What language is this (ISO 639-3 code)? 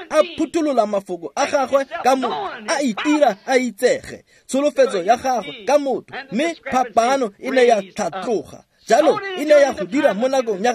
tsn